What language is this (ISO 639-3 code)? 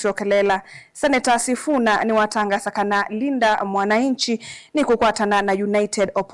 kam